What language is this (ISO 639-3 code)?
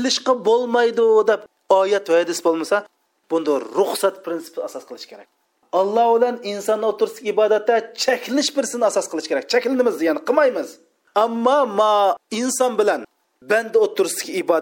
uig